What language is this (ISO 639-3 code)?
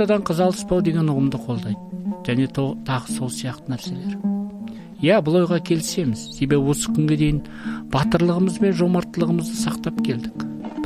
kaz